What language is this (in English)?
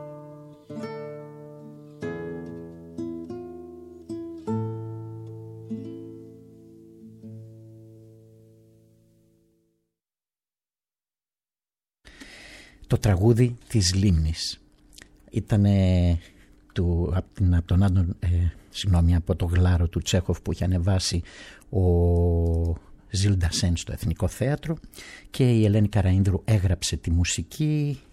Greek